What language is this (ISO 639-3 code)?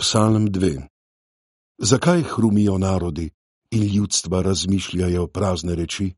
slv